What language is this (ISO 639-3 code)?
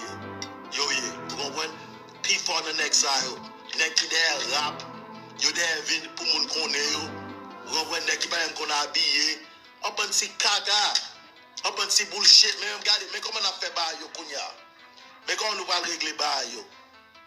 hat